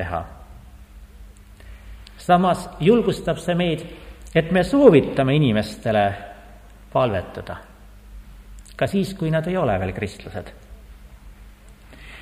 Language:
Estonian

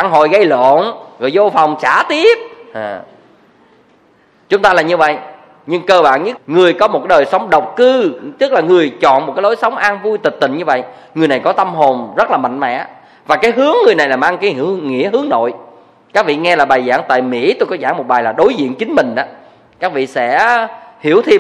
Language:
Vietnamese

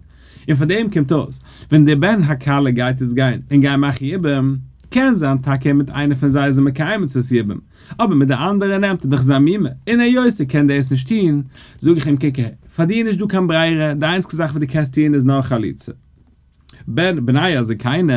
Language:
Yiddish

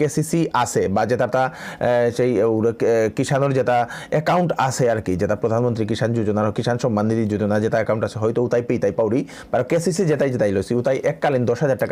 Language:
Bishnupriya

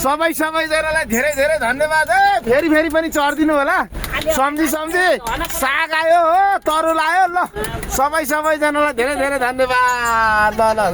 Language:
Nepali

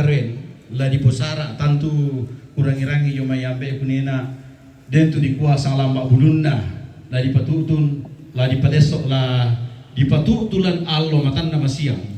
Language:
Toraja-Sa'dan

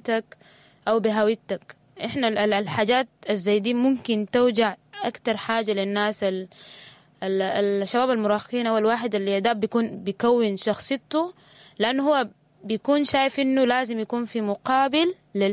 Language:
Sudanese Arabic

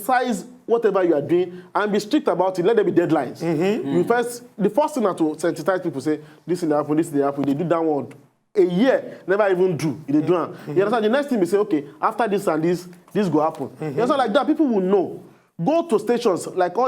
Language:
Nigerian Pidgin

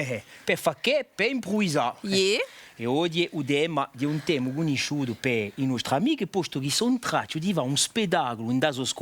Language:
Corsican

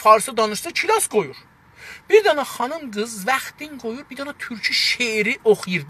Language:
South Azerbaijani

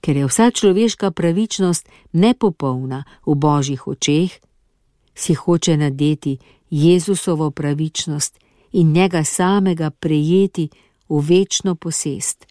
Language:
Slovenian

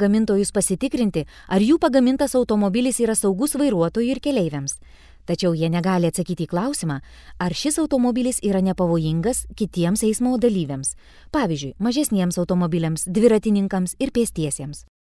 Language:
Lithuanian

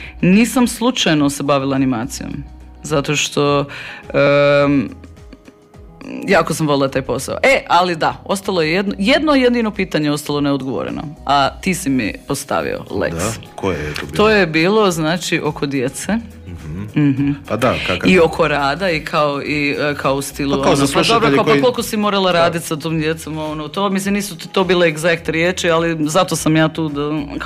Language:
Croatian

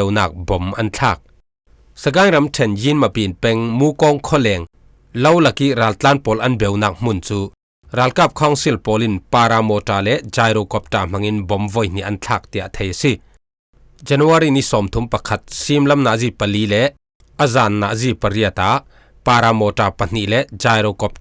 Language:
Falam Chin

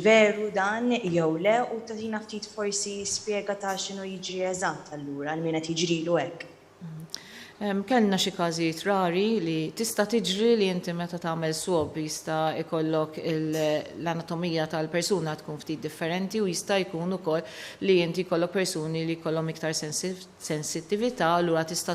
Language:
Maltese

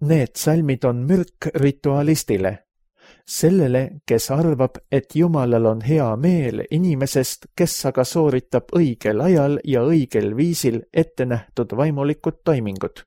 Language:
Estonian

